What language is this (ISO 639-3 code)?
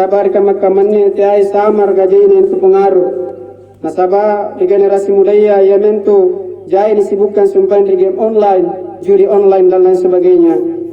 mak